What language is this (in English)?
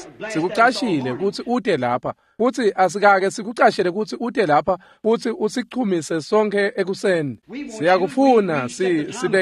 Swati